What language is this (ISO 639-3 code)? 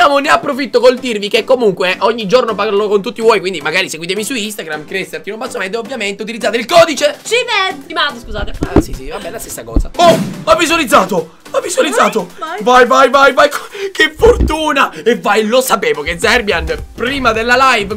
ita